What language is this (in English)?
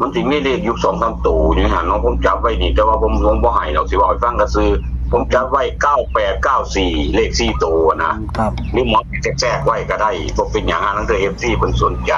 Northeastern Thai